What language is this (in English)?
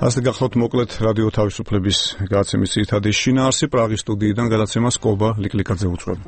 Georgian